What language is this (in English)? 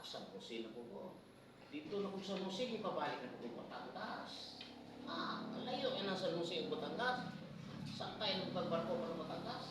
Cebuano